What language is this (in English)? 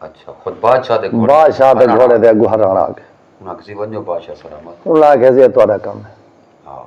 Saraiki